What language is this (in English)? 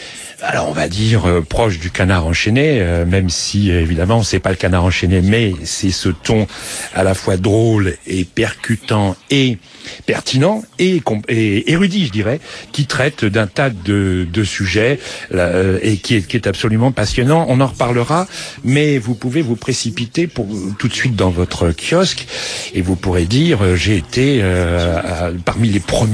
French